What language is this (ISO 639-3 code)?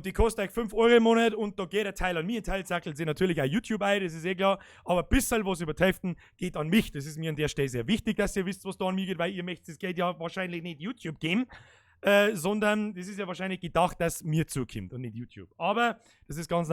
bar